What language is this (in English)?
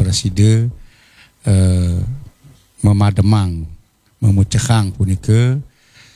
Balinese